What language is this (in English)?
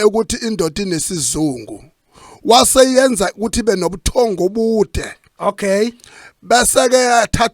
Zulu